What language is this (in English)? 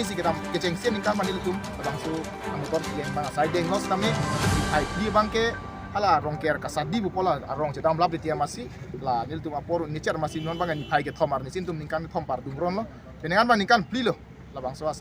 Karbi